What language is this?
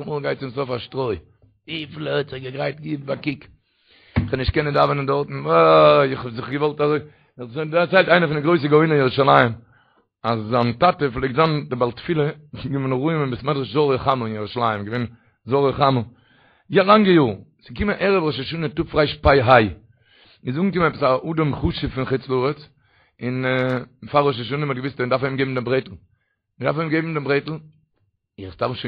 Yiddish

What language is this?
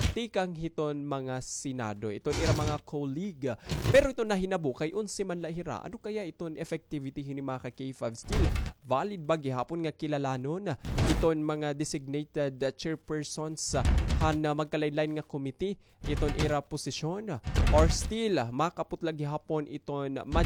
Waray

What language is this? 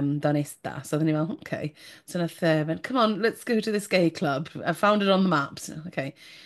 Welsh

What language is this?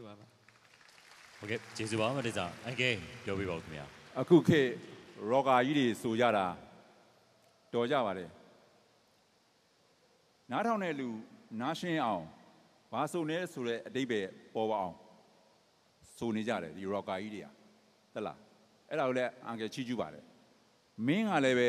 Burmese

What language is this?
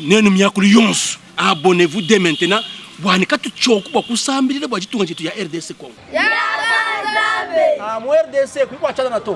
Luba-Lulua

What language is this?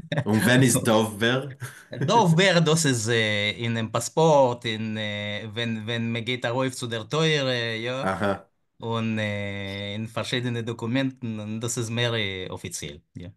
Yiddish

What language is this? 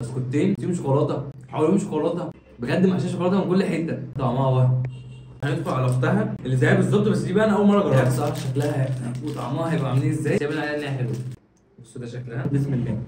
Egyptian Arabic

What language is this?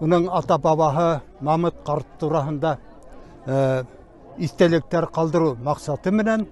Bashkir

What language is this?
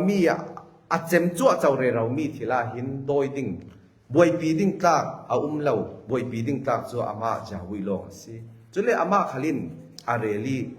Falam Chin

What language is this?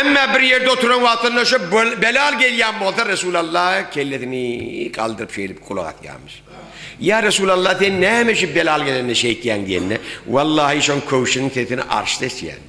Turkmen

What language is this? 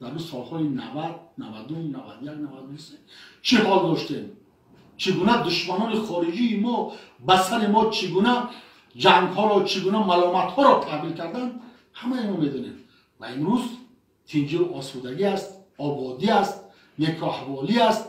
Tajik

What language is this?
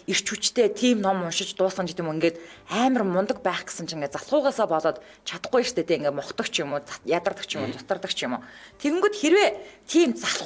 Mongolian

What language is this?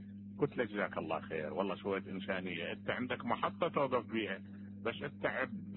Mesopotamian Arabic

